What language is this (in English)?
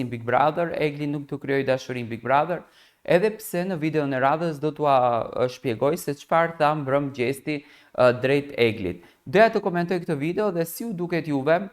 Albanian